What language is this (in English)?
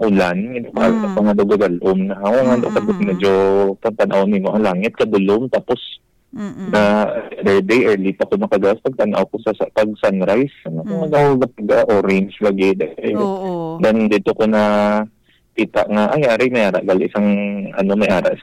Hiligaynon